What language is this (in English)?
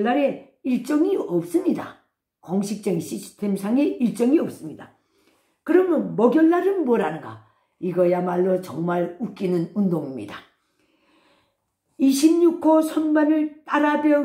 Korean